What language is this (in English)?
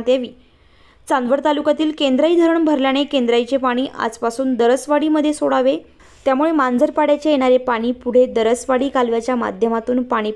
Marathi